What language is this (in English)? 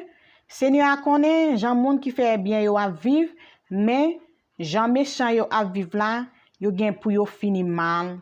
Haitian Creole